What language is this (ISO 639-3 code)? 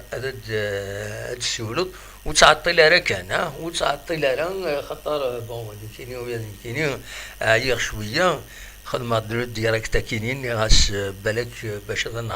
kab